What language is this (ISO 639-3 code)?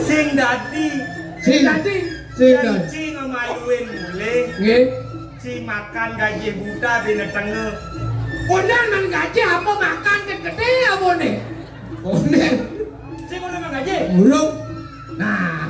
ban